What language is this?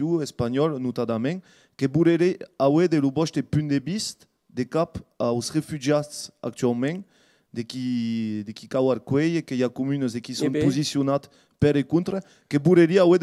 Occitan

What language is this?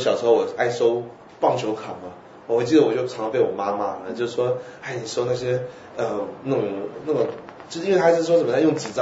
Chinese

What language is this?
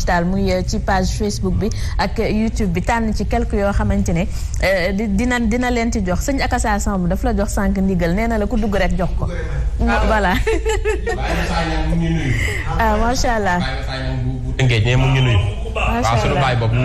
Wolof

